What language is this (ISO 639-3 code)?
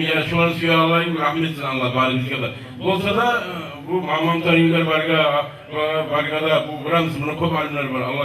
kum